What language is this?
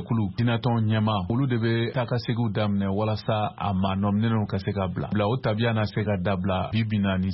Bambara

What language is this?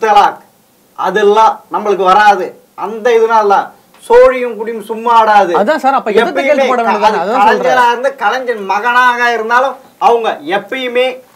Tamil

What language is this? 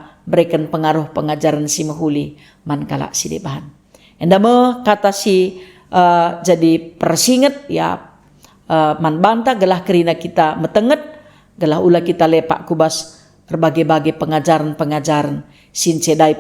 Batak Karo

